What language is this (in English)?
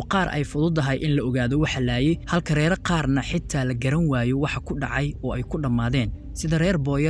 Somali